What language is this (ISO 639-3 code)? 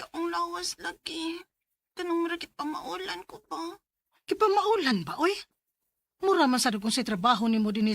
ceb